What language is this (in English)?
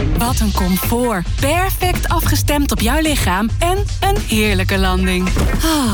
Dutch